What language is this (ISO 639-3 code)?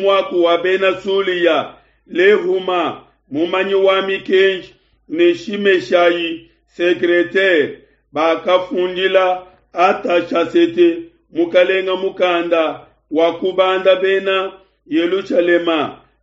lua